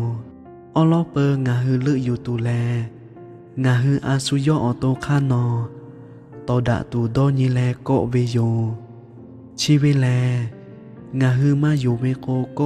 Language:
Lahu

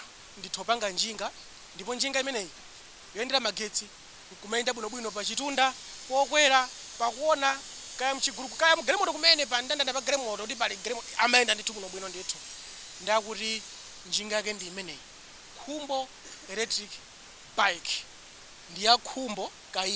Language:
Nyanja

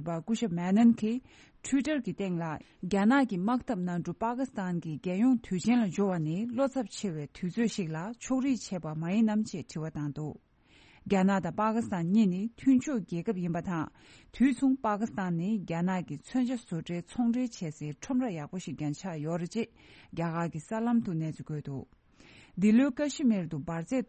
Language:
Tibetan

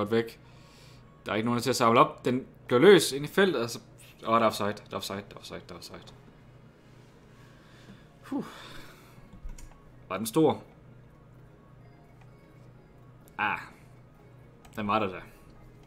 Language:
Danish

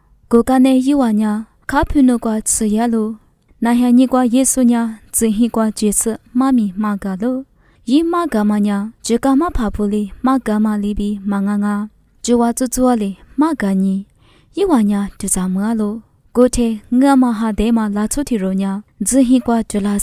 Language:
Lisu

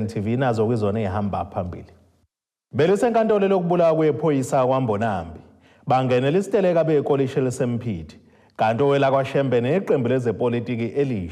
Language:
Zulu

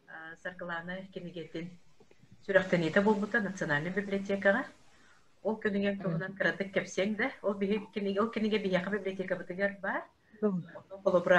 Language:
Yakut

